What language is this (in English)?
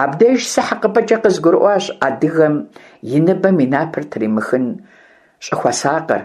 Kabardian